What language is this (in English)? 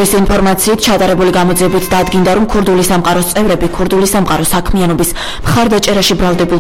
Georgian